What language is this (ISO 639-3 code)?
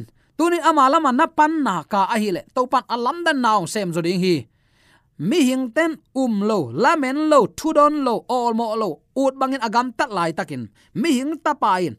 ctd